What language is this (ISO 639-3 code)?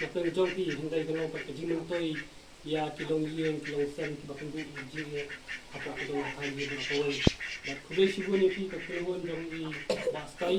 kha